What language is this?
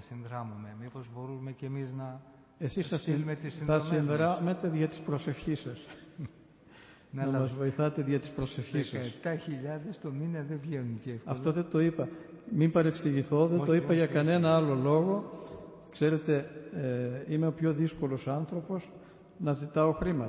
Greek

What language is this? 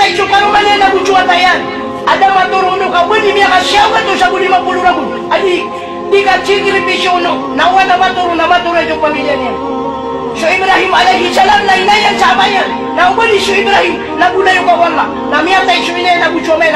Maranao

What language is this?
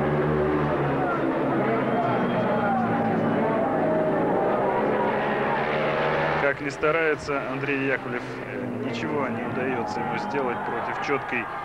Russian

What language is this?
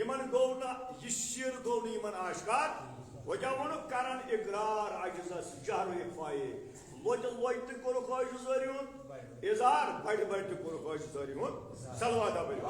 Kashmiri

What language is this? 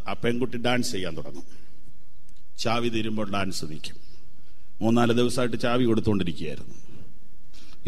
Malayalam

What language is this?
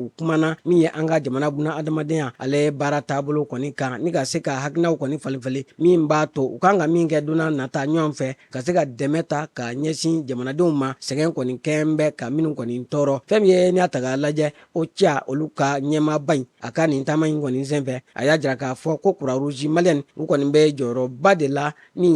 Bambara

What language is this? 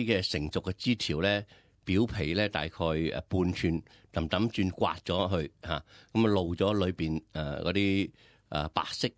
Cantonese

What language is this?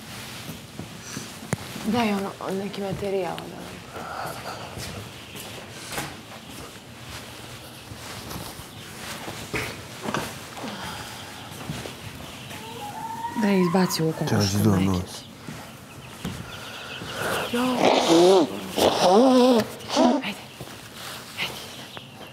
Serbian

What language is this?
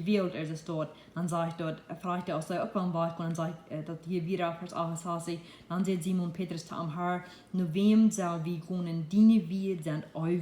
Plautdietsch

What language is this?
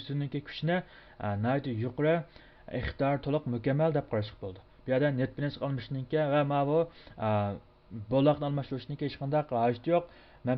Uyghur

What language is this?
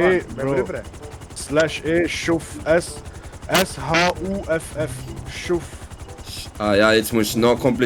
Swiss German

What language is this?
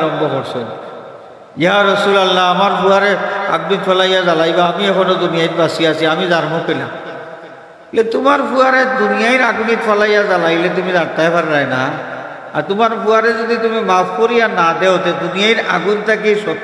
Sylheti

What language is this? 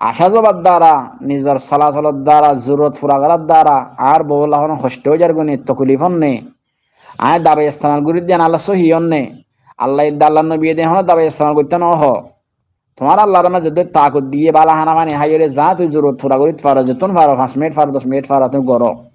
Rohingya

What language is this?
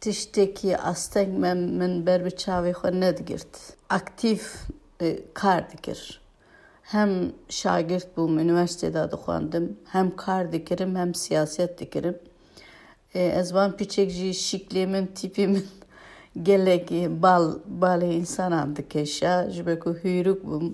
Kurdish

